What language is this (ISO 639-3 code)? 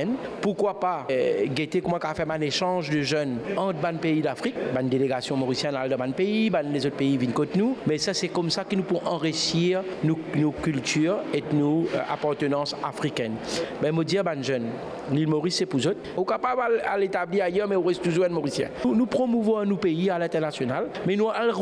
mfe